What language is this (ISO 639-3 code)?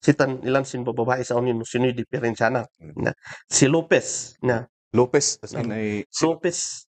kne